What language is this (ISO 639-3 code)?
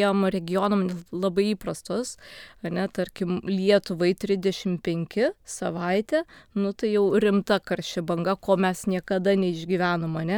lit